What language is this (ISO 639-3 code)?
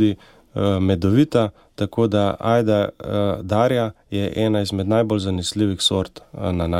slv